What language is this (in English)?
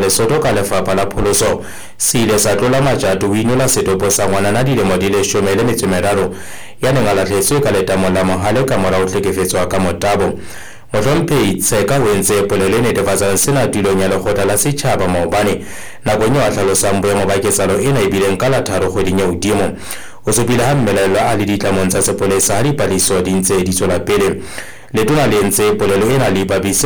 Southern Sotho